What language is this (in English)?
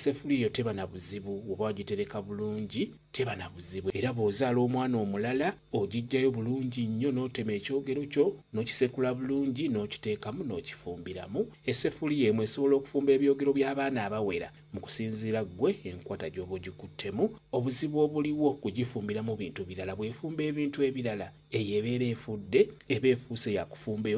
Ganda